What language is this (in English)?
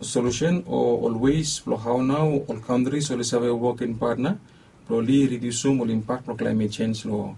Bislama